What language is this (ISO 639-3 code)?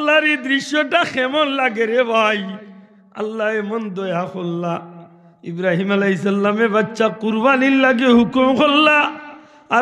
syl